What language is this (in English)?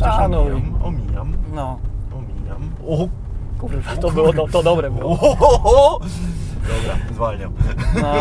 Polish